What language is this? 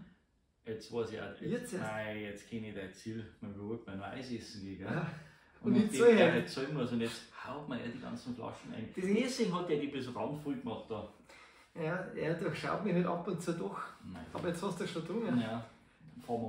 Bavarian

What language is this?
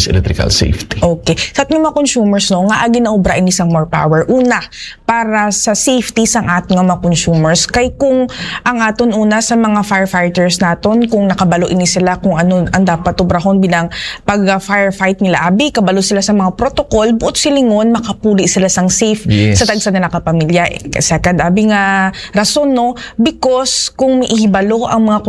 Hiligaynon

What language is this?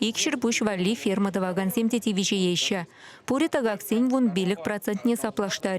Chuvash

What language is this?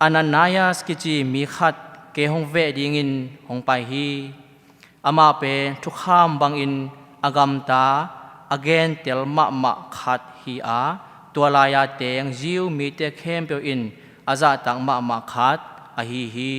Tedim Chin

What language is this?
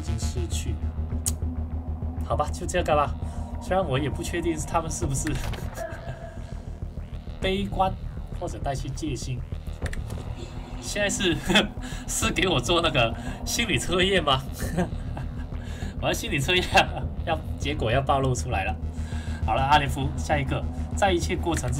Chinese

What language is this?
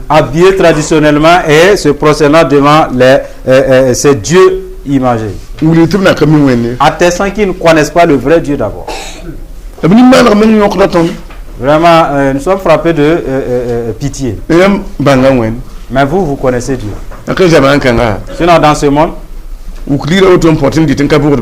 Mossi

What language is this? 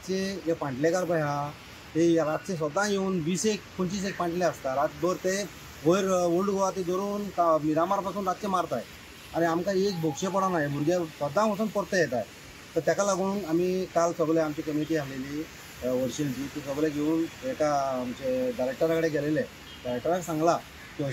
Konkani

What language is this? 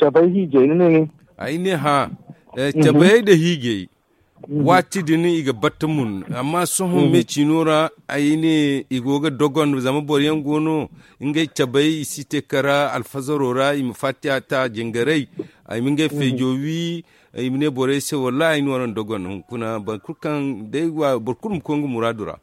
Zarma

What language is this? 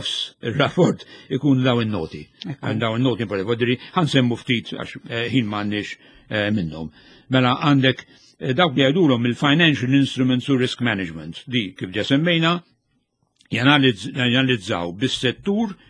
Maltese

